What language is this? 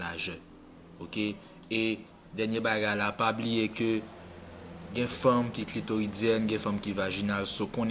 Haitian Creole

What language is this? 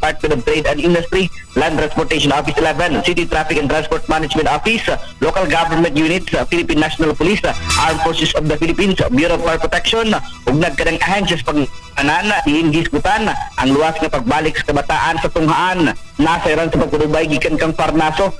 Cebuano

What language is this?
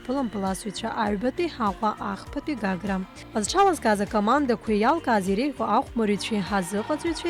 Abkhazian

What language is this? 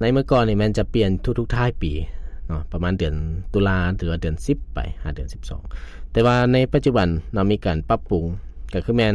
Lao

